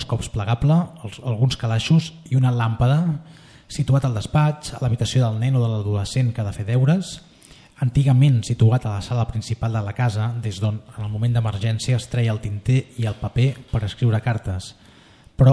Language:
Catalan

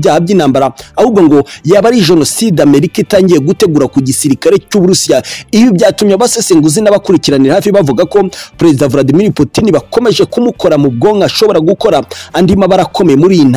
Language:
Kinyarwanda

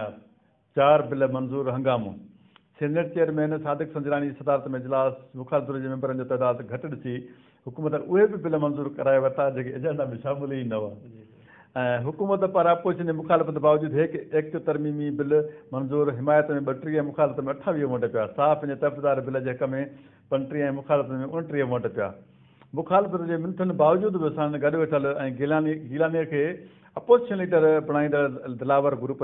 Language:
Sindhi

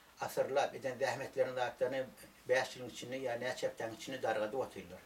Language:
Turkmen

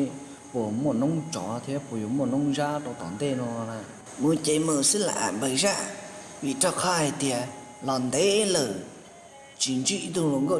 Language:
Hmong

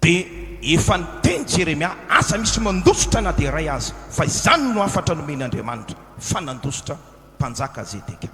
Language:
Malagasy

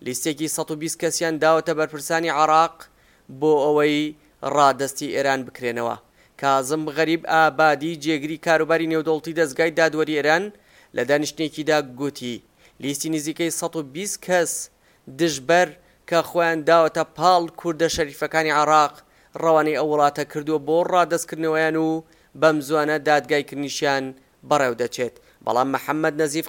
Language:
Central Kurdish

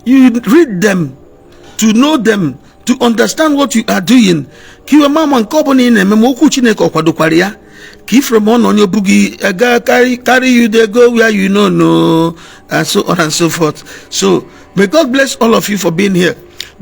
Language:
Igbo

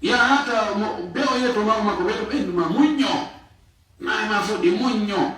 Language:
Fula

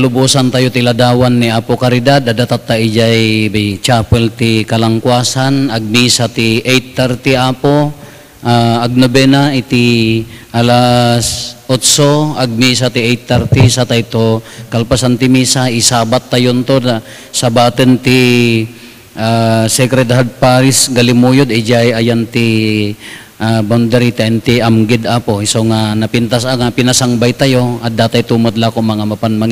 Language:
Iloko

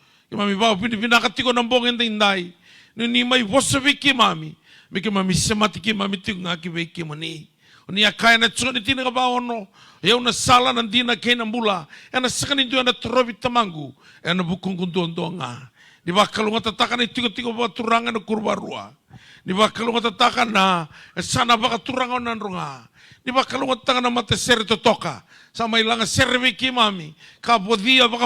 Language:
Fijian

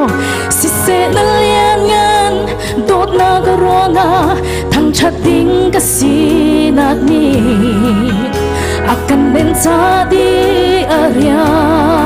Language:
Hakha Chin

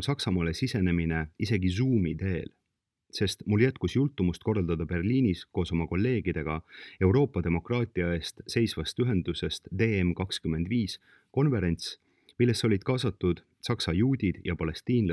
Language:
Estonian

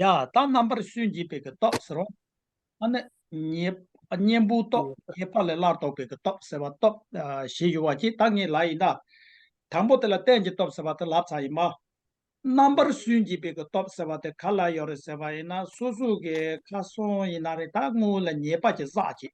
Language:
Tibetan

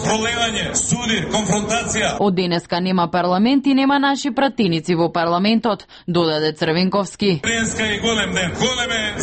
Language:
Macedonian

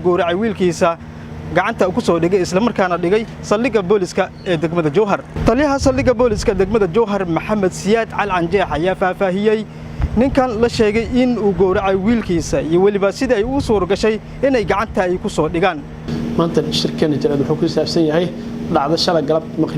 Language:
Somali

